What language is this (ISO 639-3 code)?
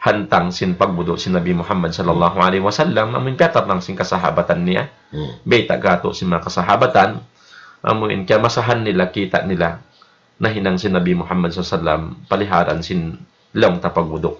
tsg